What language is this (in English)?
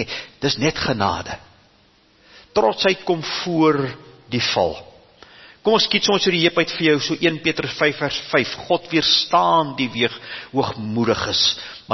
Afrikaans